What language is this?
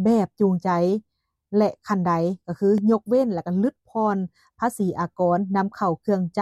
Lao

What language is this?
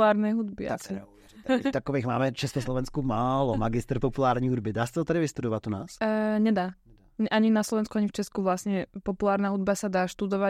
Slovak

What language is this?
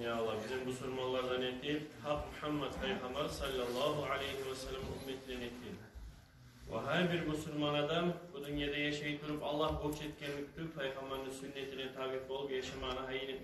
Kumyk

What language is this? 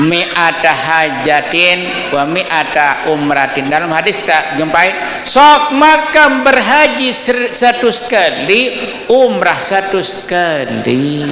Sasak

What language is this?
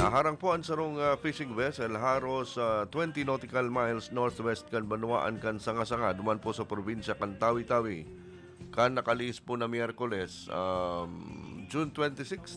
Bikol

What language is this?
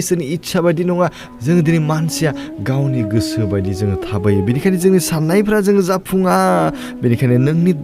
Bodo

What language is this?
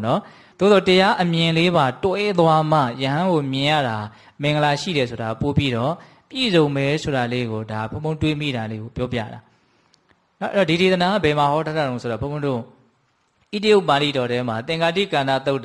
Burmese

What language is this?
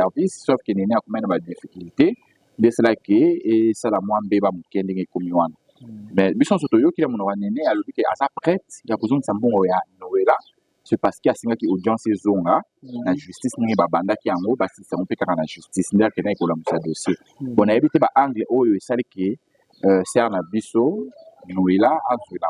Lingala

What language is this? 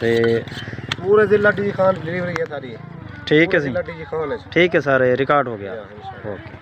Saraiki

